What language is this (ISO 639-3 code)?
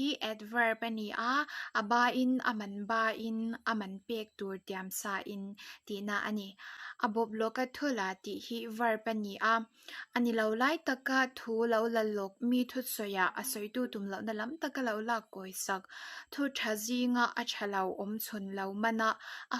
lus